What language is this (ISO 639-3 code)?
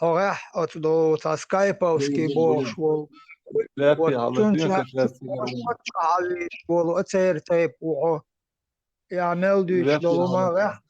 che